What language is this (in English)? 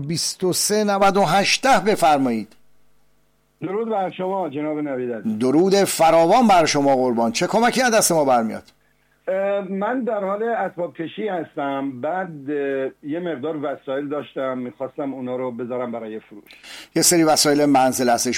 Persian